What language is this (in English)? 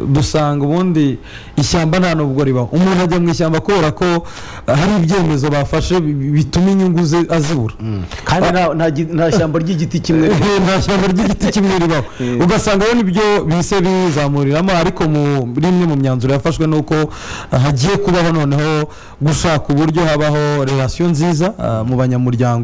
Kinyarwanda